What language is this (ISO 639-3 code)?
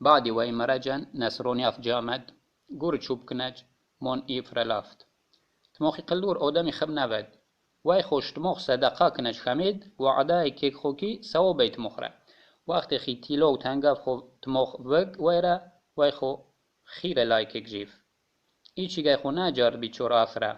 tgk